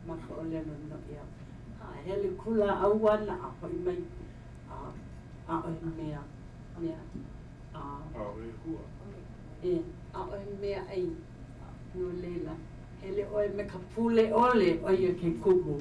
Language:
Hawaiian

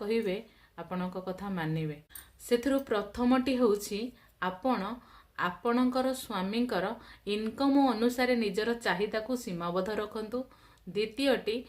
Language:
Odia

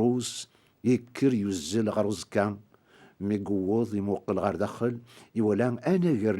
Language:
Kabyle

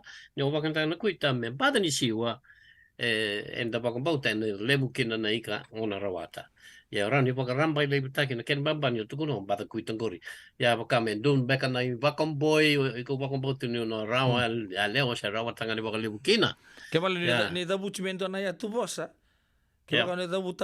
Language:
Fijian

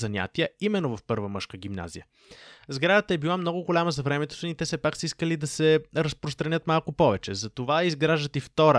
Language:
Bulgarian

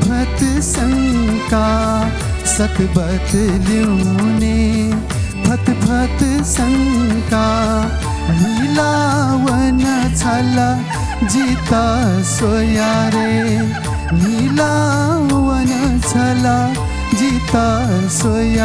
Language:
Newari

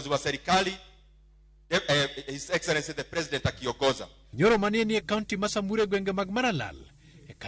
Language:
Luo (Kenya and Tanzania)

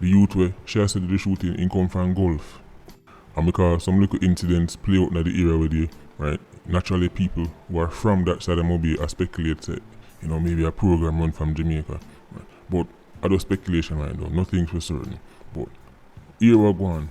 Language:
Jamaican Creole English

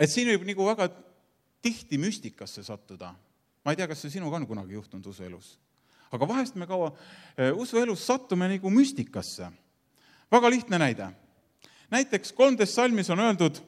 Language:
Estonian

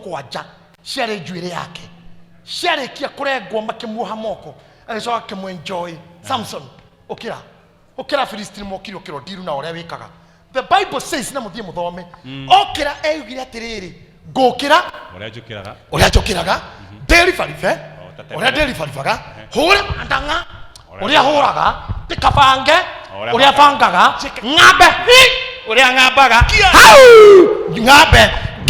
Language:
Kikuyu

